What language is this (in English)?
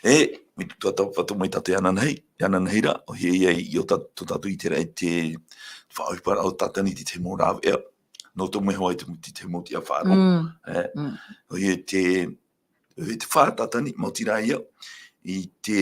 Tahitian